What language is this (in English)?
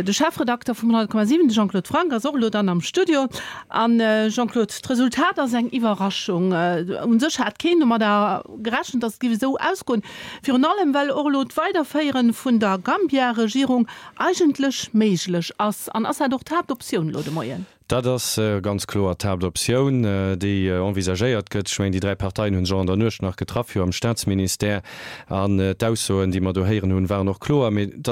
Luxembourgish